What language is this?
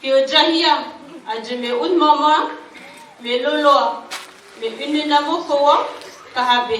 Dehu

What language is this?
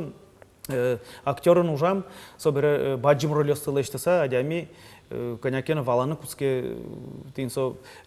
Udmurt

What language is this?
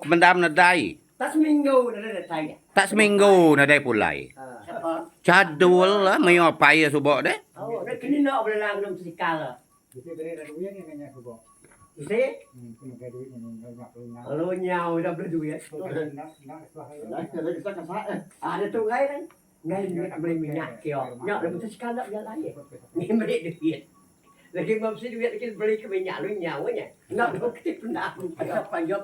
Iban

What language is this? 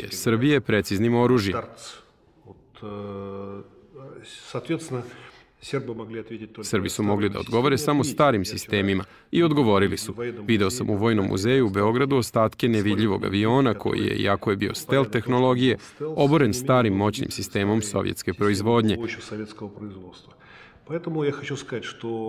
Serbian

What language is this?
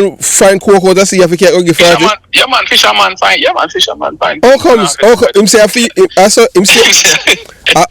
Jamaican Creole English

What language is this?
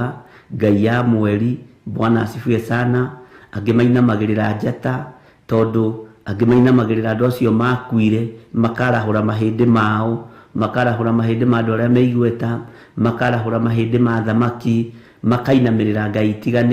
Kikuyu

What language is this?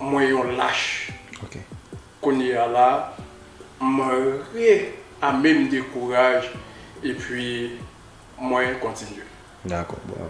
Haitian Creole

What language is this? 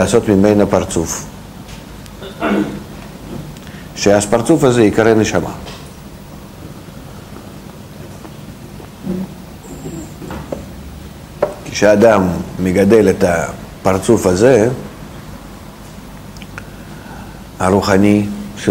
Hebrew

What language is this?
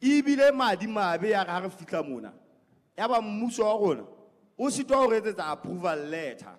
Southern Sotho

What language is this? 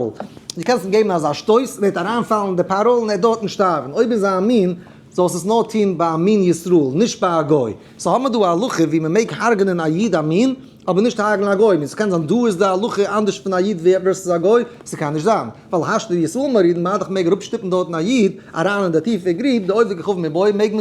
Yiddish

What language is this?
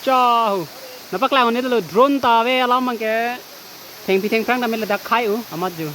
Karbi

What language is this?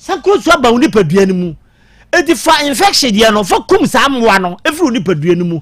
Akan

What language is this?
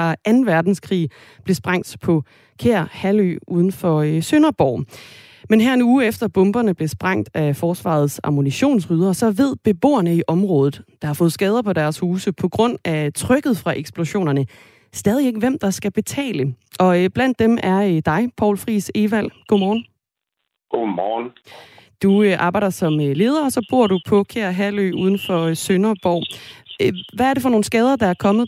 Danish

